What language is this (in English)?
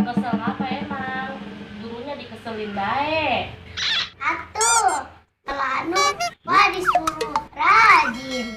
Betawi